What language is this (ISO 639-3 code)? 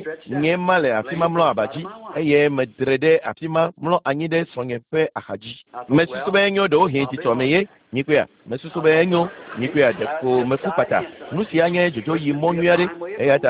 ewe